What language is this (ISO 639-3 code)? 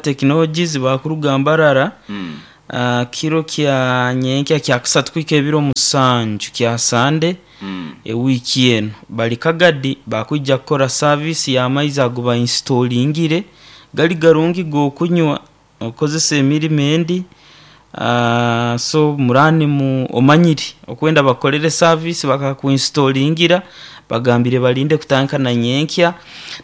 nyo